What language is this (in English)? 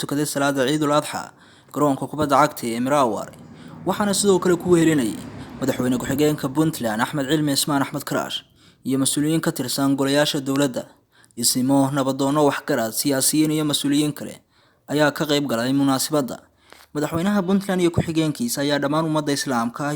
Somali